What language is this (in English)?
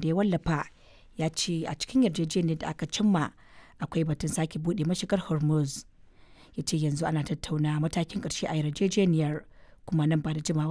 Hausa